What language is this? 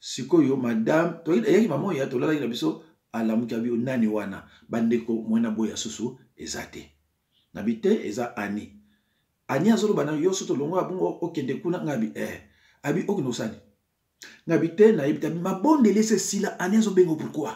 Lingala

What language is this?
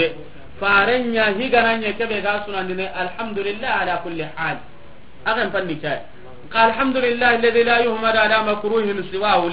Soninke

